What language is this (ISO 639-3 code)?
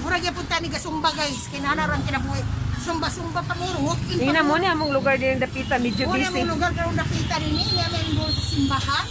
ceb